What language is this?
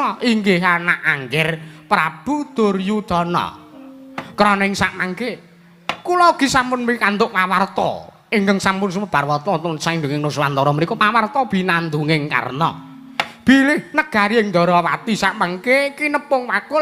Javanese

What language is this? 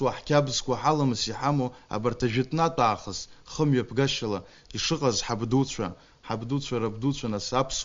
Abkhazian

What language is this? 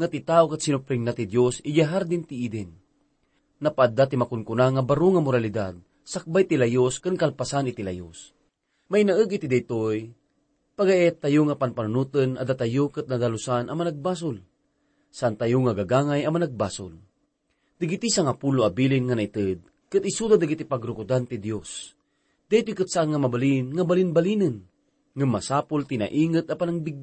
Iloko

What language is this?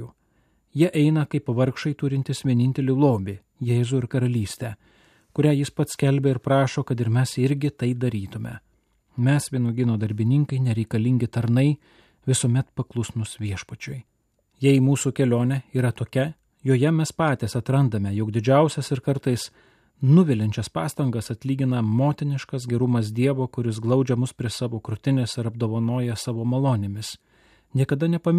Lithuanian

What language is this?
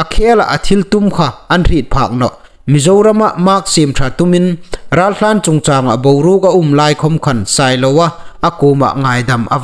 Hmar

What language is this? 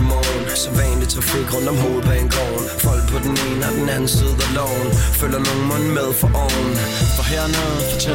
Danish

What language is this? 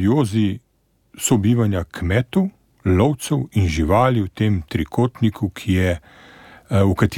Slovenian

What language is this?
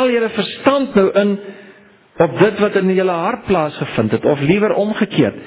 Afrikaans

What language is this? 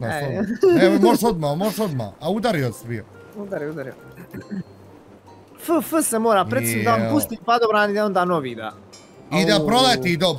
Bosnian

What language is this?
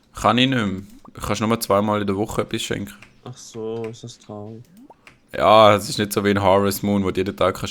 Swiss German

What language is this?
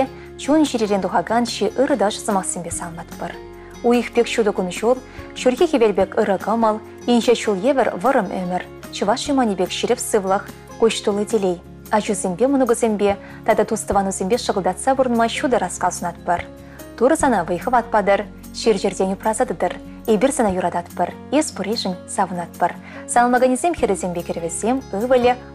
Chuvash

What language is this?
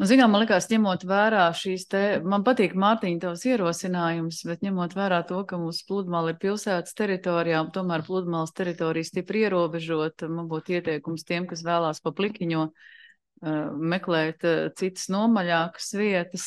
Latvian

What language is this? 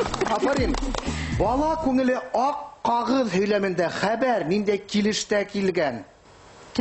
Bashkir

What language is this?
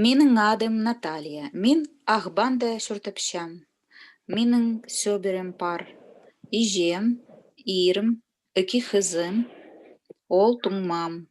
Khakas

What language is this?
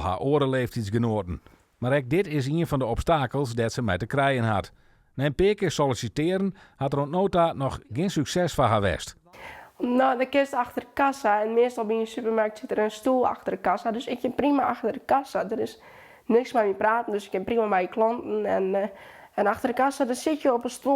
Western Frisian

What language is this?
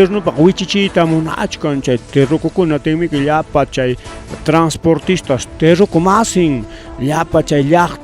Ayacucho Quechua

